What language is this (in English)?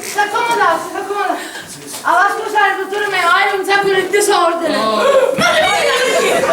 Sicilian